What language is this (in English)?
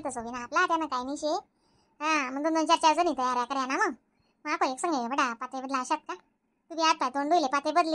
Khandesi